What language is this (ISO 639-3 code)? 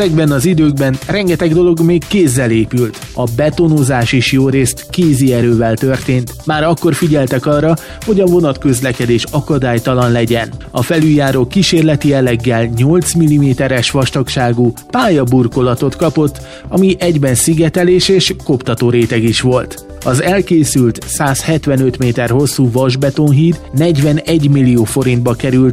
hun